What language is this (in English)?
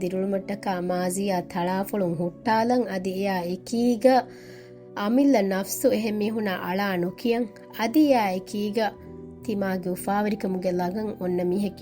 Divehi